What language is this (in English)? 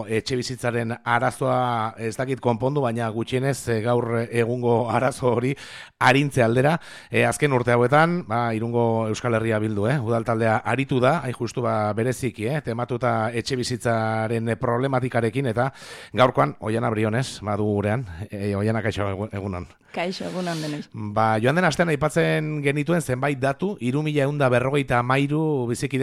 Basque